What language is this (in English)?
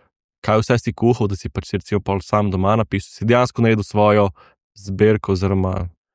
Slovenian